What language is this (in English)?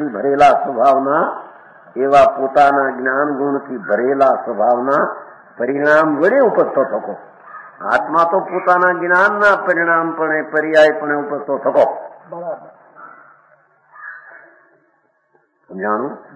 Gujarati